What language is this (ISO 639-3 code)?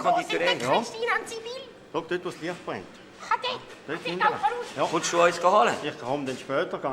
gsw